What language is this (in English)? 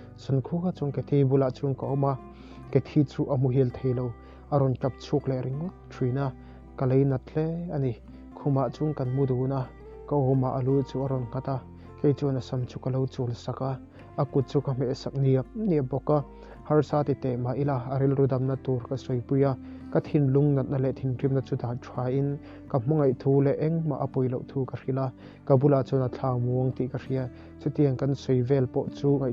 Mizo